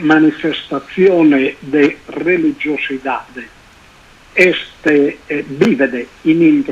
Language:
Sardinian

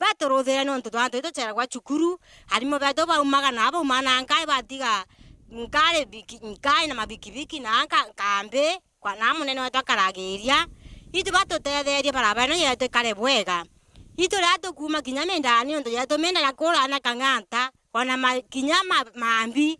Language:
Meru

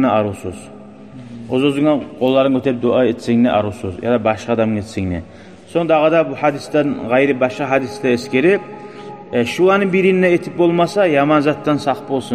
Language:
Kumyk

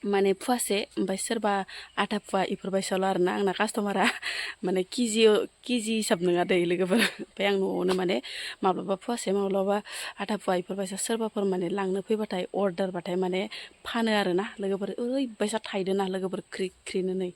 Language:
Bodo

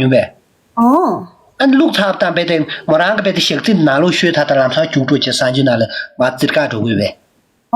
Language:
Tibetan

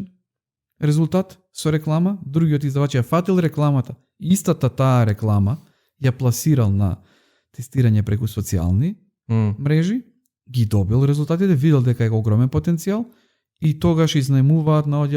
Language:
Macedonian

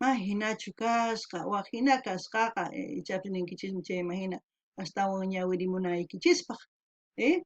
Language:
South Bolivian Quechua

